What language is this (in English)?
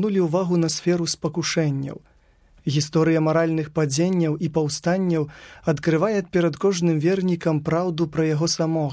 Belarusian